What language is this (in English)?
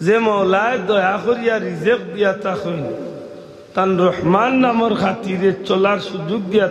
Sylheti